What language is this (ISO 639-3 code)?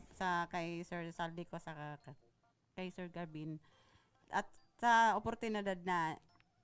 bik